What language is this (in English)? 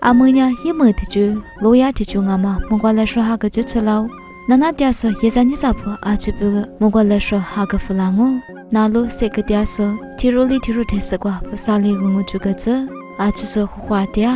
Lisu